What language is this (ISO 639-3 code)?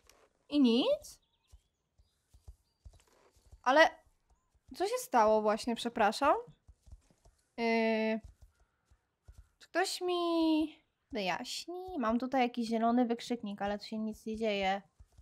pol